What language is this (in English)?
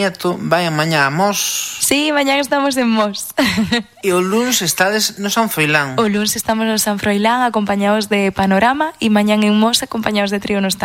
Galician